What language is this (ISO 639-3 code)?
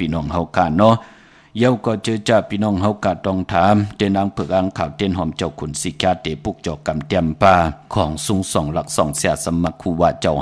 shn